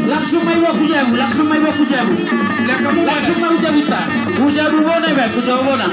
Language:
Batak Toba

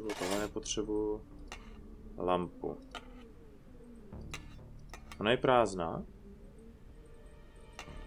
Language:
Czech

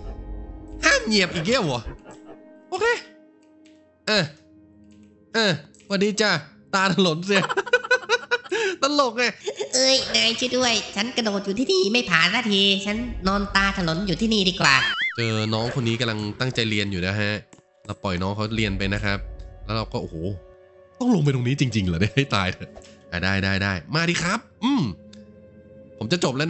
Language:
Thai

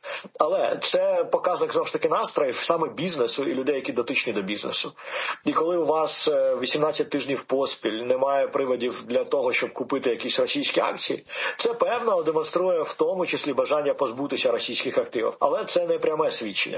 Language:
Ukrainian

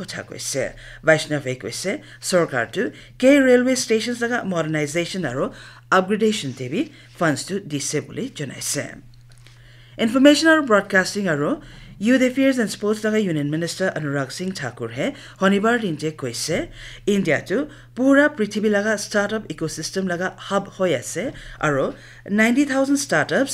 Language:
Naga Pidgin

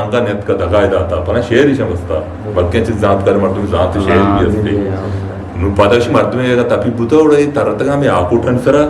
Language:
Eastern Balochi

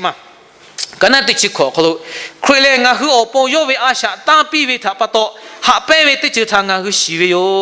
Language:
Lahu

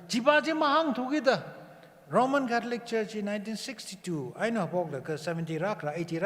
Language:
Tangkhul Naga (India)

